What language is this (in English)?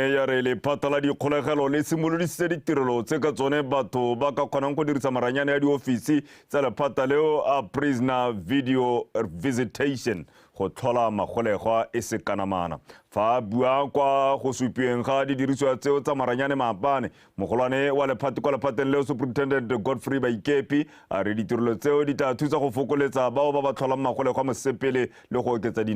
Tswana